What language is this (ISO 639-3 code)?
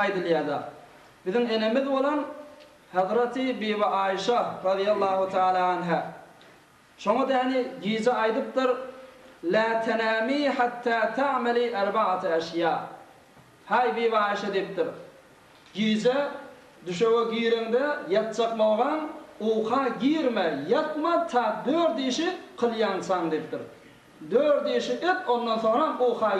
tuk